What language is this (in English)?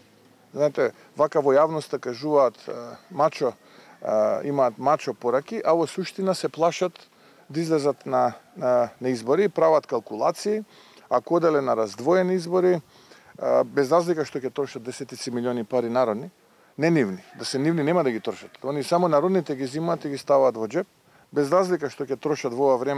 Macedonian